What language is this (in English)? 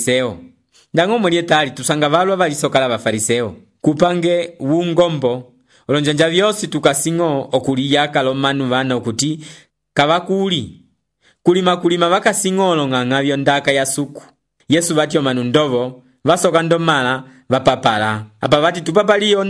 Umbundu